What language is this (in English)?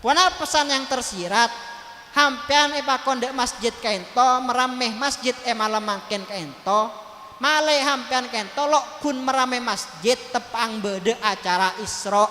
Madurese